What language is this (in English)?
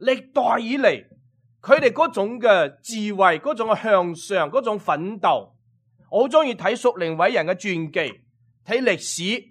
Cantonese